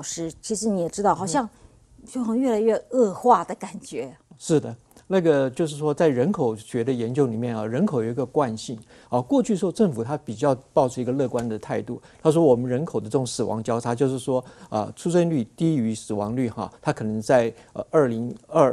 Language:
Chinese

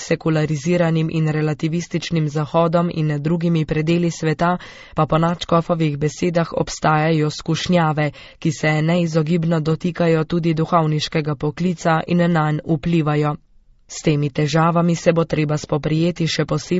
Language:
Slovenian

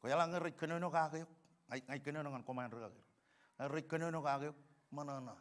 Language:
Marshallese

